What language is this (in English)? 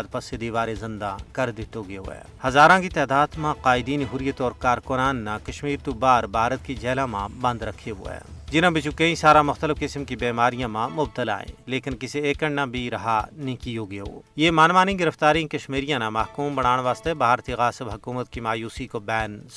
Gujari